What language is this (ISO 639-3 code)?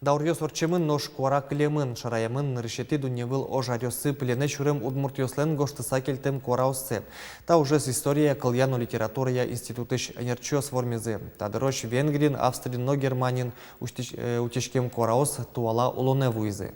udm